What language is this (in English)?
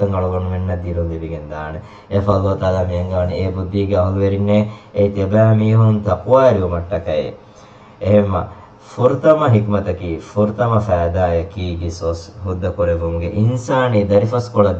Divehi